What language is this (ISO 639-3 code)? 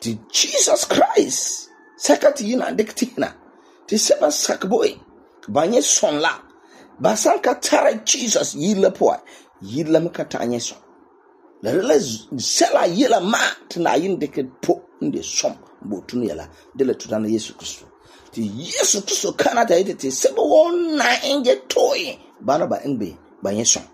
gur